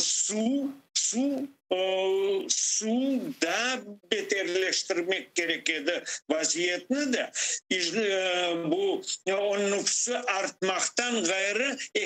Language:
Crimean Tatar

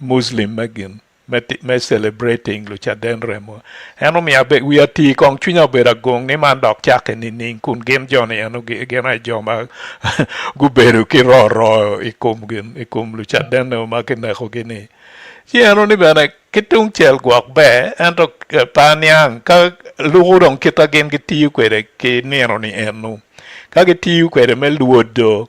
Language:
Acoli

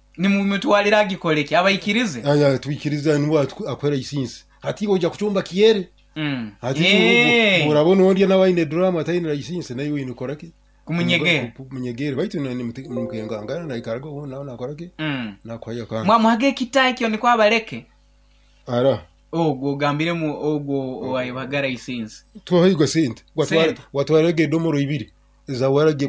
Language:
Nyoro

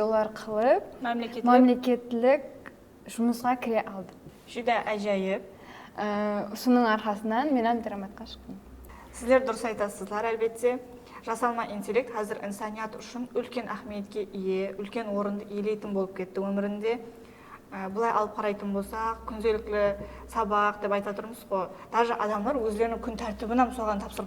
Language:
Kara-Kalpak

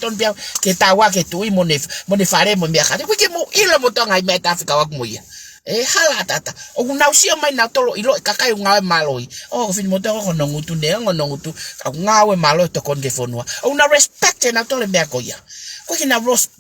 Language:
Tongan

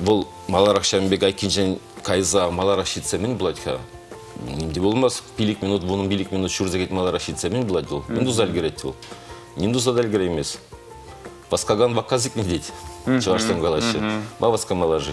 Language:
Chuvash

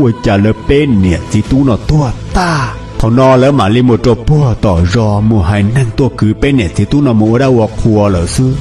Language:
Hmong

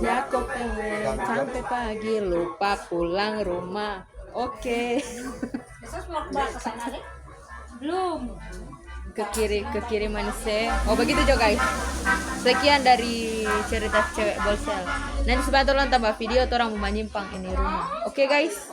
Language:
Manado Malay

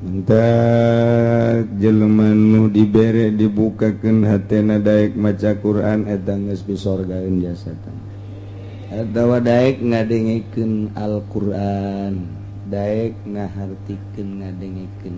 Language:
Sundanese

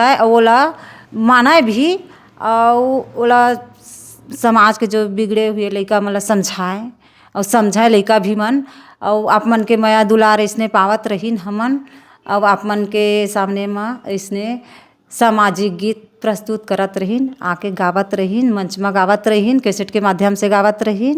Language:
Chhattisgarhi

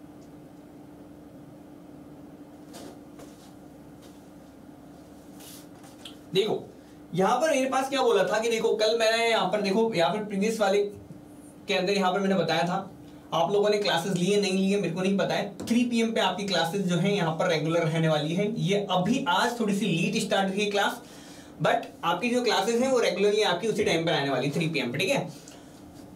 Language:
Hindi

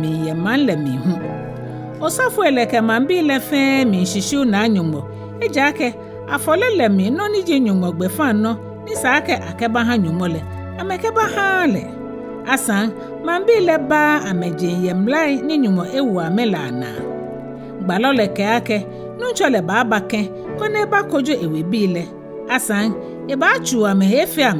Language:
Ga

